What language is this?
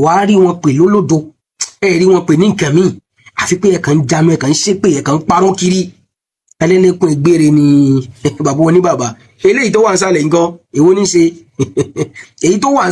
Yoruba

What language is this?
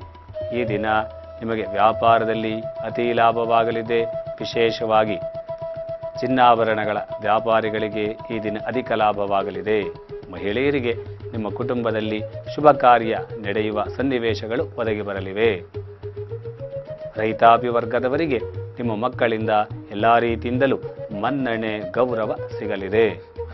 Kannada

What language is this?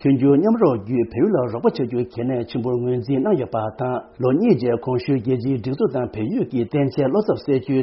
Tibetan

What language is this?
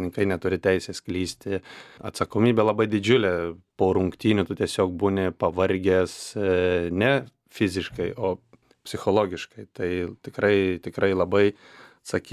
Lithuanian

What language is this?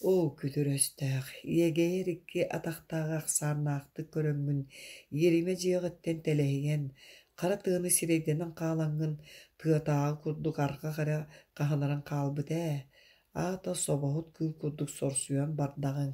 Yakut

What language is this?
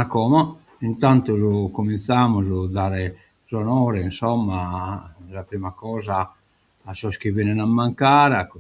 Sardinian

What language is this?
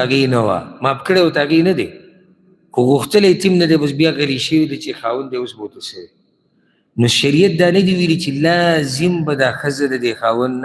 Pashto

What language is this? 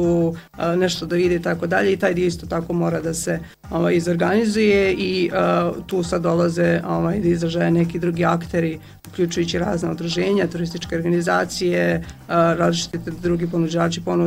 Bosnian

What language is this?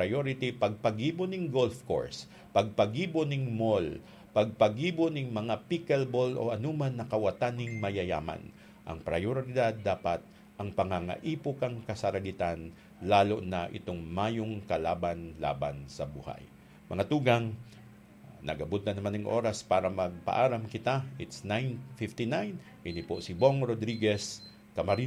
Bikol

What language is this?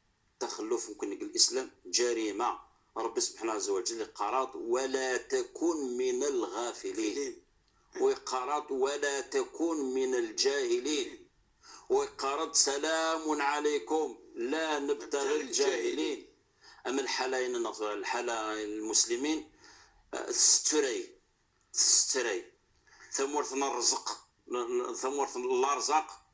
Kabyle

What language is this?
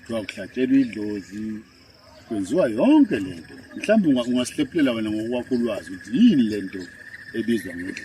Zulu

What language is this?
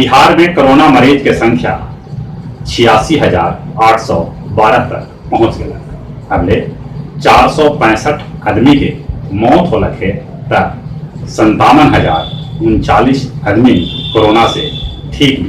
Magahi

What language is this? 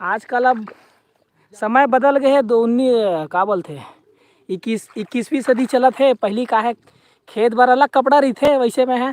Chhattisgarhi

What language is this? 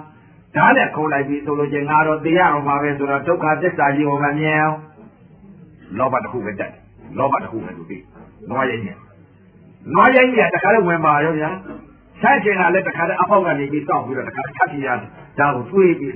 Burmese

